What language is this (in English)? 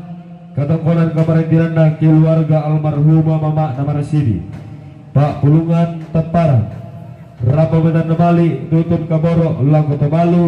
Toraja-Sa'dan